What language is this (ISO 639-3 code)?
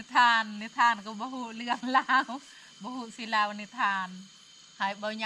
lao